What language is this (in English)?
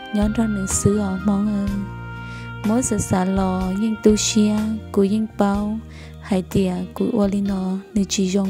Hmong